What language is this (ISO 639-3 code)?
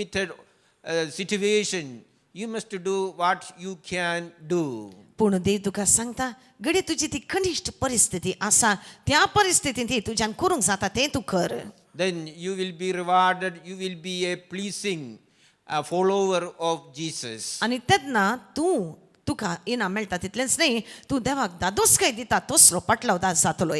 kok